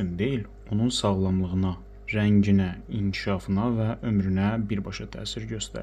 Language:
Azerbaijani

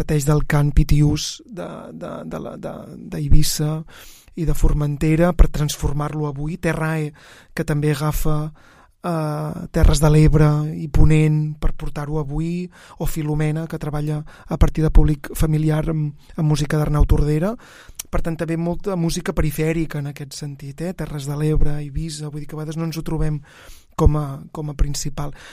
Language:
Catalan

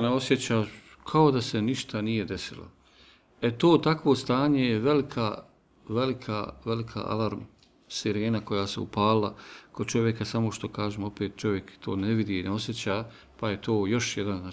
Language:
Bosnian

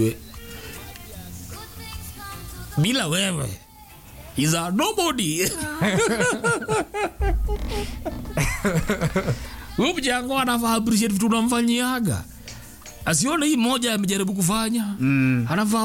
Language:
Swahili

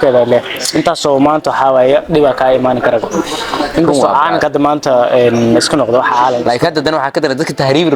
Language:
Somali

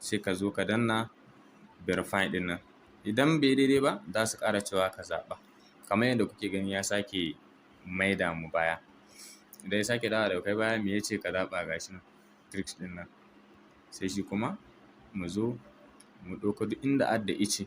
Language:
Hausa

